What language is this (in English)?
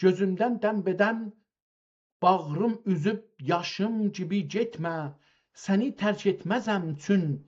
South Azerbaijani